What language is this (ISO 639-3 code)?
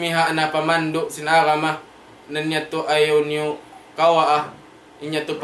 tsg